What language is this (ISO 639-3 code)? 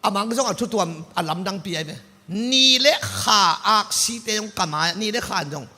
ctd